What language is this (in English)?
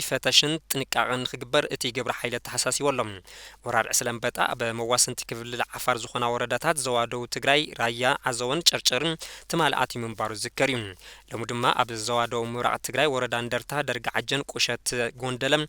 Tigrinya